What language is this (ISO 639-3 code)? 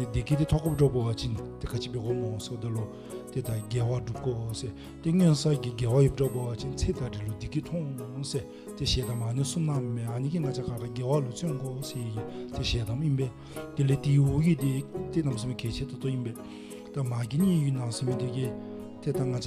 dzo